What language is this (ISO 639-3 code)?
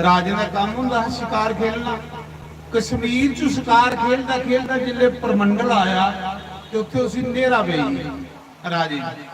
doi